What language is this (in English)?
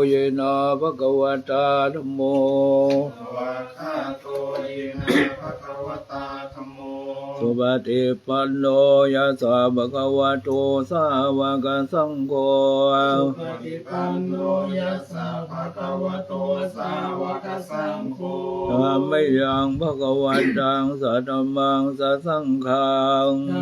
Pali